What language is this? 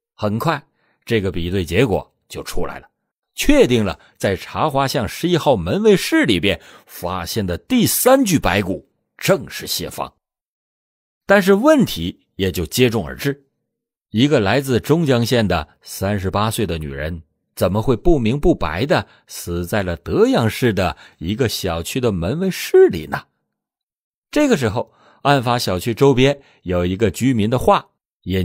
Chinese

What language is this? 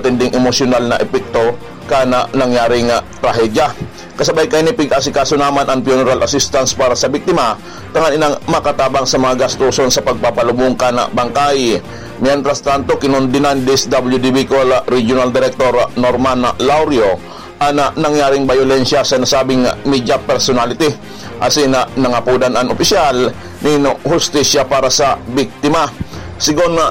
Bikol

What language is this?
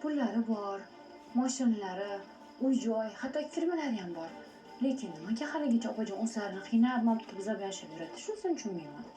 Uzbek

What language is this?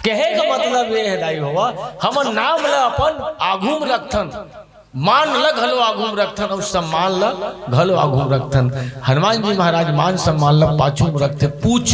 Chhattisgarhi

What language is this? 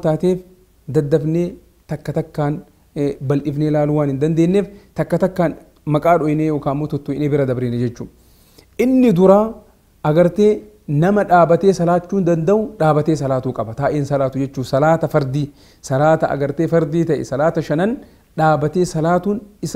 Oromo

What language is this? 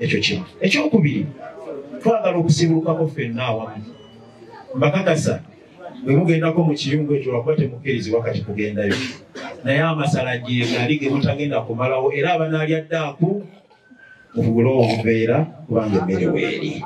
Ganda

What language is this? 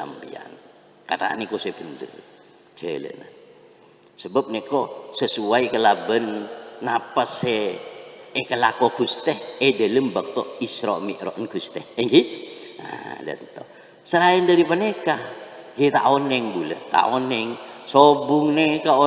Madurese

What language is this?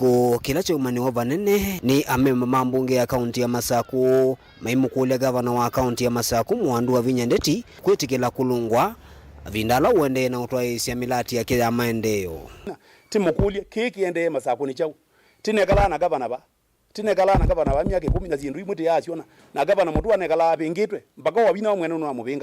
Kamba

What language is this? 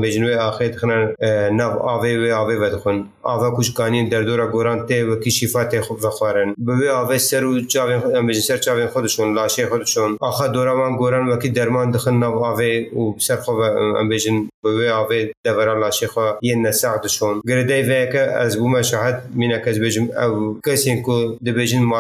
Kurdish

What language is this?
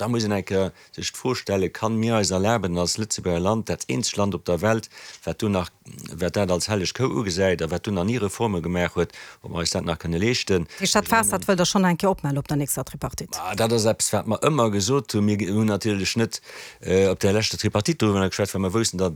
Luxembourgish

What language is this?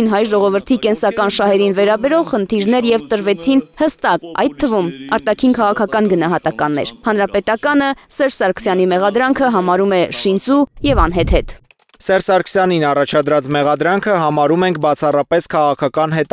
Armenian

